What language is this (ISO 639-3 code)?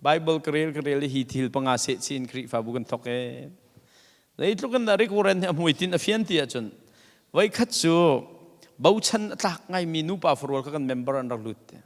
cnh